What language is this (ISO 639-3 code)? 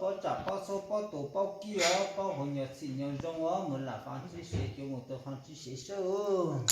hmn